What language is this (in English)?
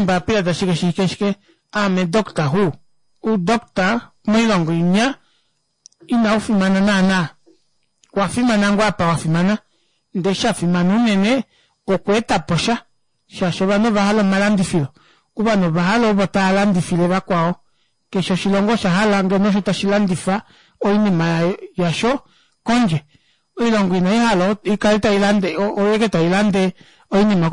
Kuanyama